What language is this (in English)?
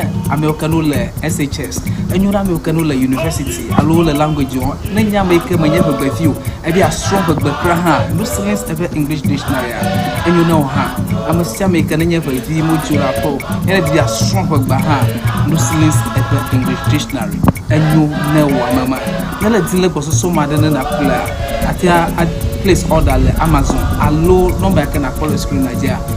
Ewe